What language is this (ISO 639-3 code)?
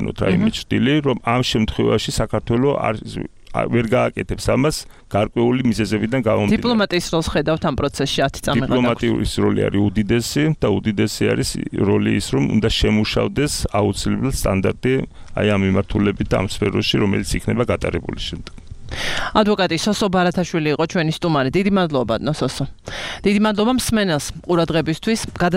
kat